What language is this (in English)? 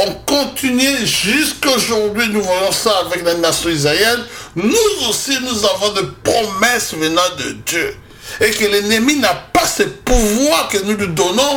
French